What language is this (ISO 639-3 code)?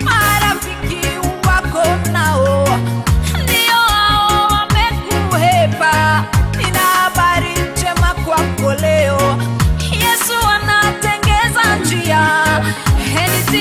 swa